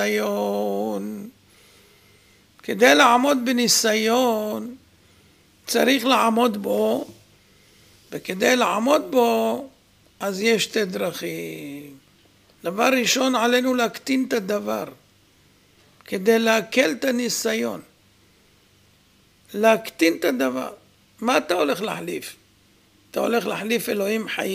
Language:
Hebrew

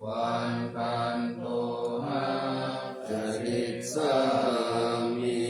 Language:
Pali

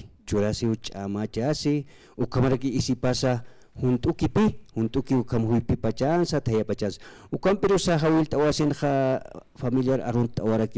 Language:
Aymara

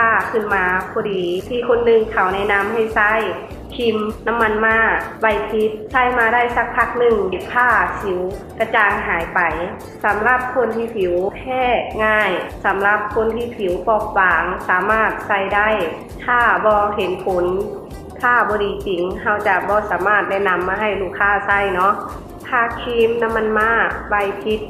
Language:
Lao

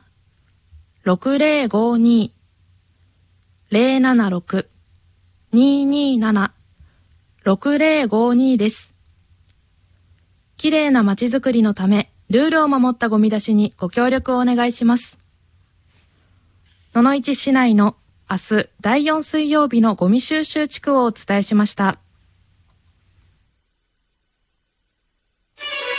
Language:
Japanese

